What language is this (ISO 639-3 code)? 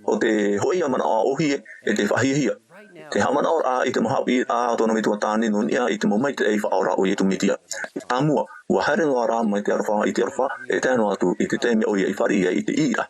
tah